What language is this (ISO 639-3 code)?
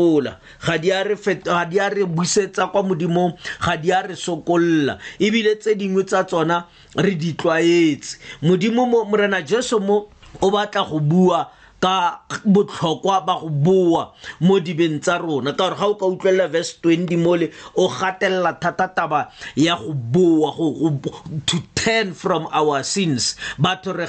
tsn